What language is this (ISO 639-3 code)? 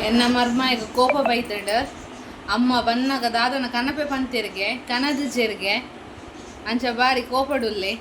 tcy